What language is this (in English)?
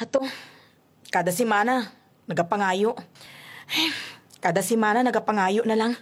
Hiligaynon